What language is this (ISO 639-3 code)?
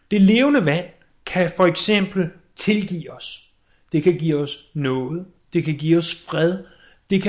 dan